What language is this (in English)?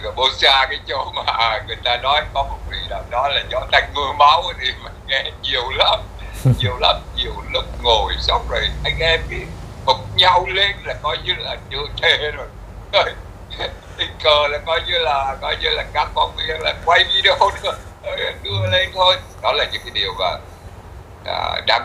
Vietnamese